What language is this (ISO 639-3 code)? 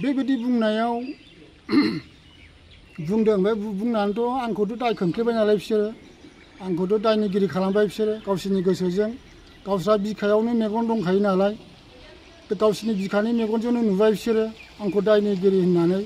brx